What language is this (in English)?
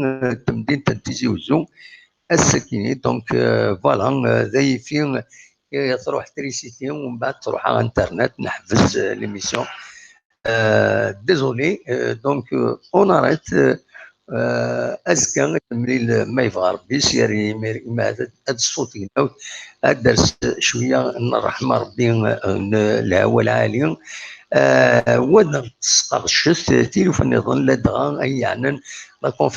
Kabyle